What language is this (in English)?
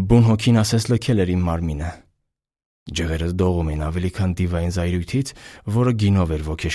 Armenian